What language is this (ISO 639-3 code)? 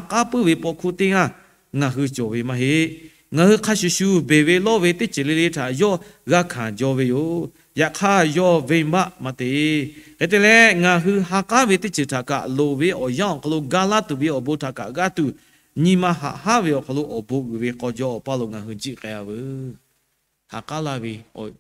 lhu